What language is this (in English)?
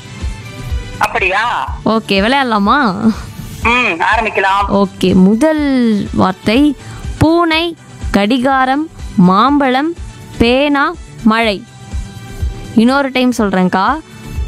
Tamil